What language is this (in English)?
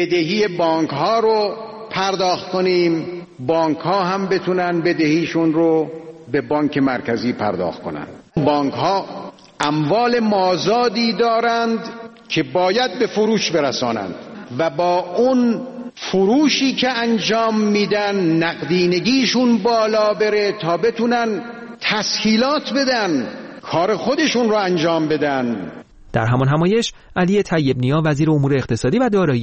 Persian